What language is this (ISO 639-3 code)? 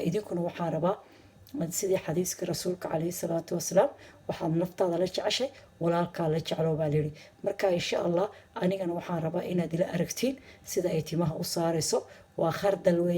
som